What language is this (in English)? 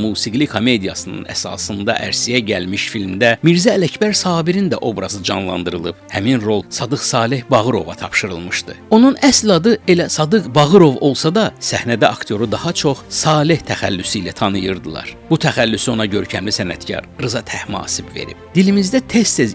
Azerbaijani